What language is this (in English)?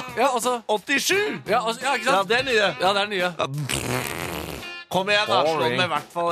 Norwegian